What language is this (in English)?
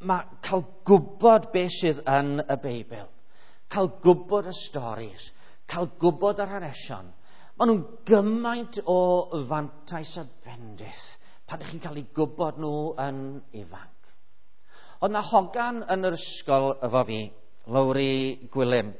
Welsh